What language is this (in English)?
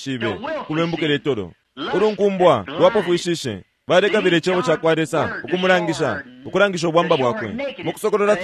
Bemba